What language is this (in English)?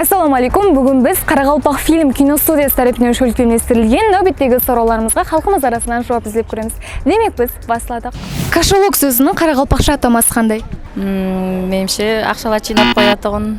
Kara-Kalpak